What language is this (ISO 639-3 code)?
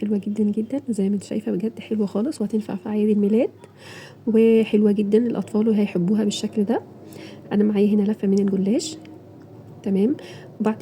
arz